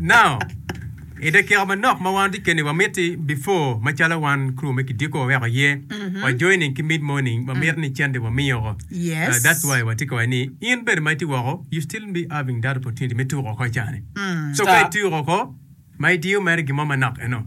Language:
Acoli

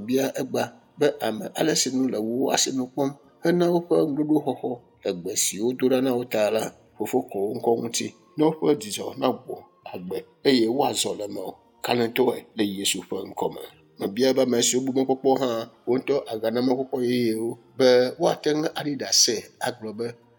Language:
Ewe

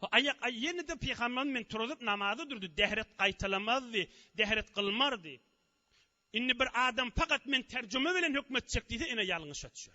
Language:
Turkmen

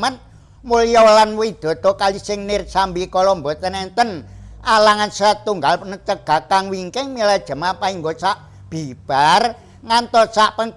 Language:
Javanese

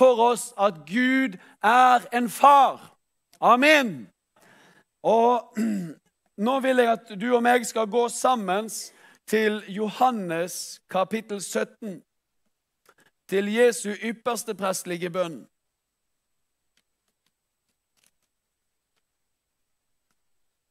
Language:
Norwegian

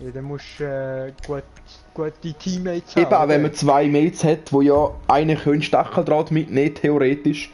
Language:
Swiss German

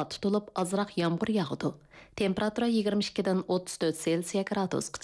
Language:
Uyghur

